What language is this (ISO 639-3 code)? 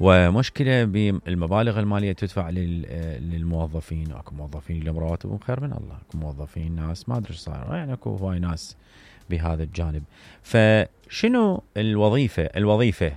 acm